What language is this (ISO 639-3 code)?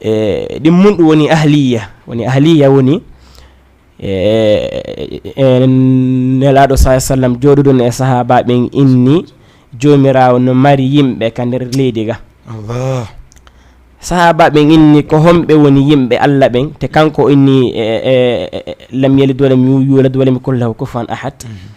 ful